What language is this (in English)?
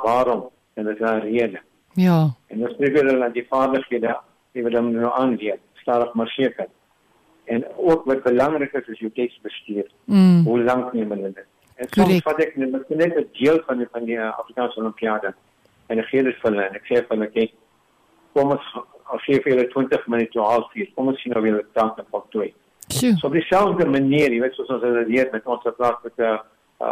Afrikaans